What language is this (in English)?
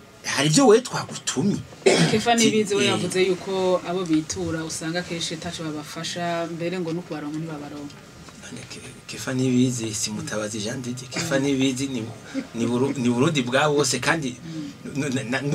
Rundi